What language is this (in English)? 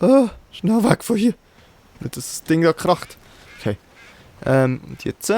Swiss German